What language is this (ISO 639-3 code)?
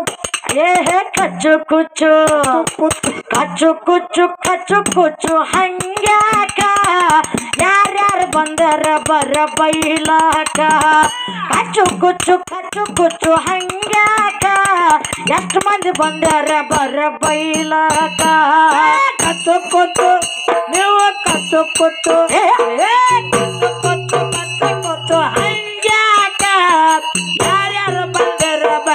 kan